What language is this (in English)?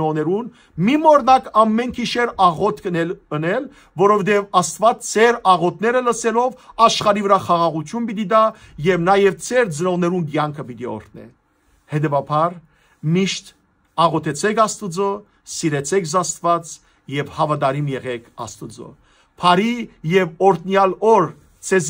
Western Armenian